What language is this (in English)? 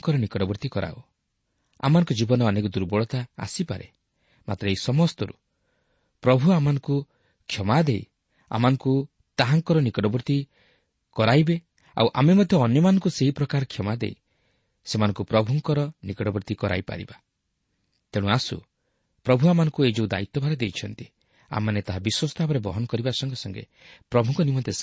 Odia